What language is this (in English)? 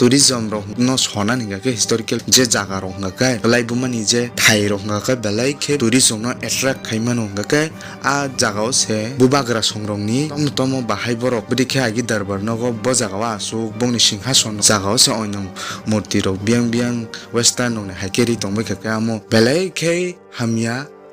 Kok Borok